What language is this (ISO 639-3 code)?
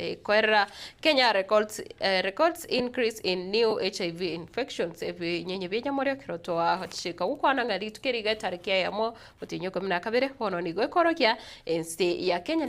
guz